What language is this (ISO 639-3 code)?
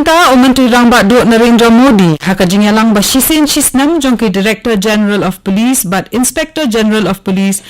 kha